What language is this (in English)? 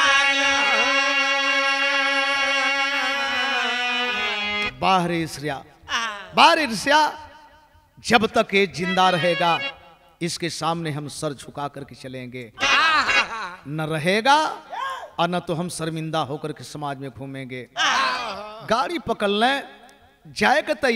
Bhojpuri